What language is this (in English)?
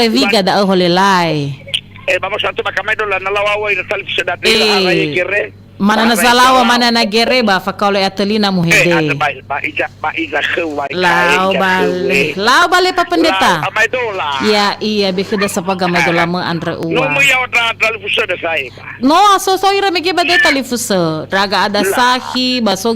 Nias